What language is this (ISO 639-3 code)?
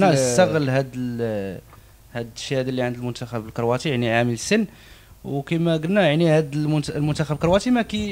ary